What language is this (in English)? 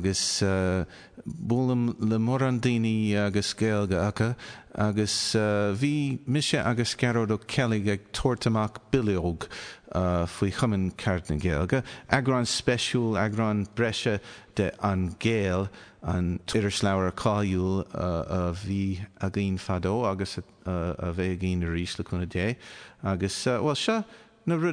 Irish